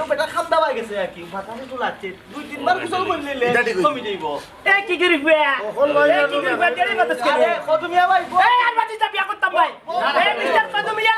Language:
Sylheti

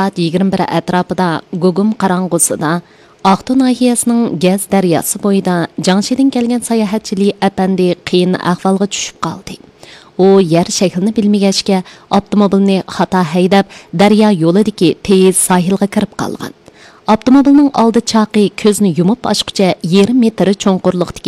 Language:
Uyghur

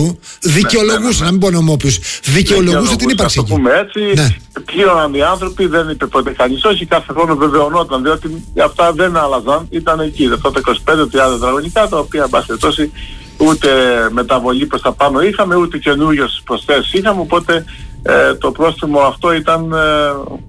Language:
Greek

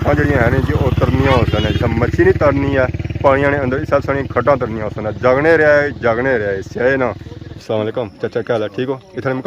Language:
Pahari-Potwari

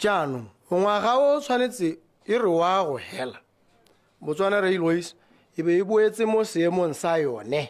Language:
Tswana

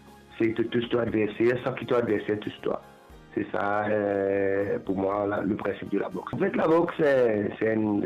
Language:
Morisyen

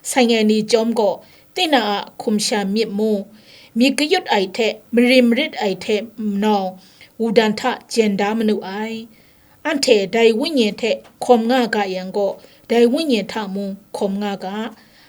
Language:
Kachin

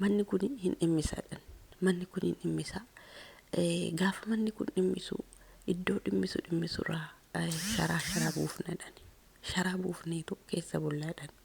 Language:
Oromo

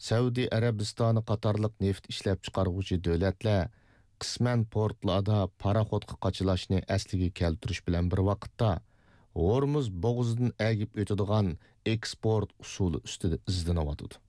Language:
Uyghur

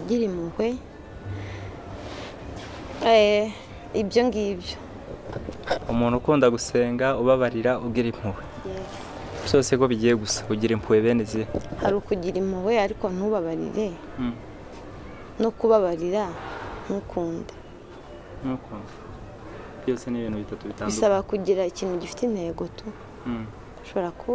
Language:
Kinyarwanda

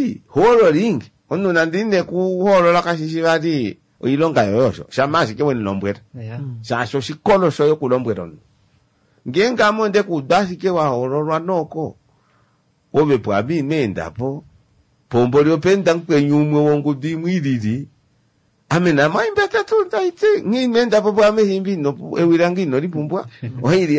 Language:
Kuanyama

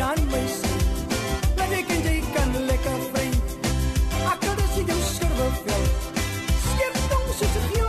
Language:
Afrikaans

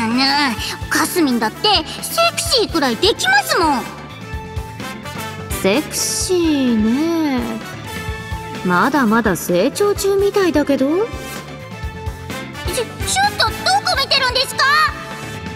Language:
Japanese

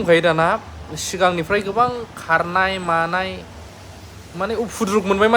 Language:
Bodo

